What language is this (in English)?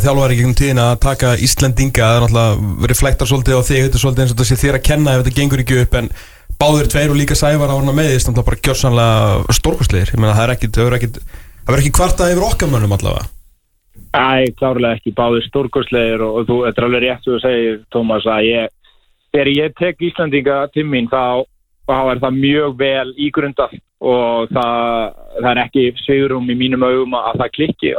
Icelandic